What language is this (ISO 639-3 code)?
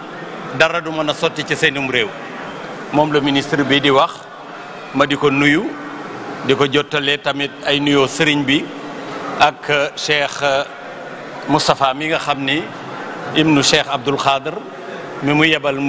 wol